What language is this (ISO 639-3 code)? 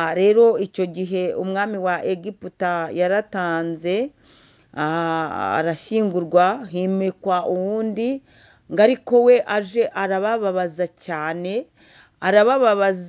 kin